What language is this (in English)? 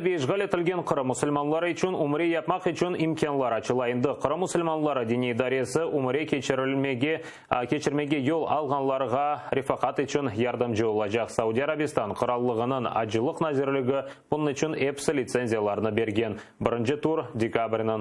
Crimean Tatar